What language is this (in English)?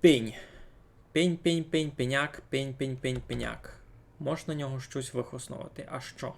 Rusyn